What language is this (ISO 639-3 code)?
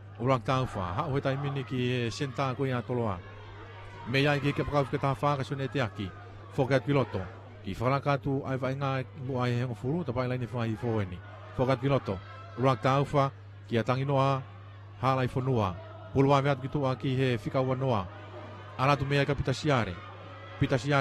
ton